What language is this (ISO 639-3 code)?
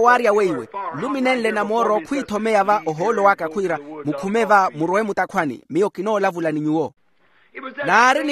vmw